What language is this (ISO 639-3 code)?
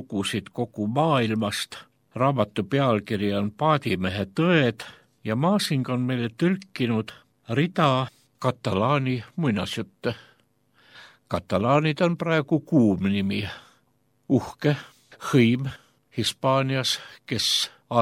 est